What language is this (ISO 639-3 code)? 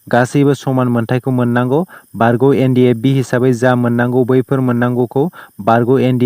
brx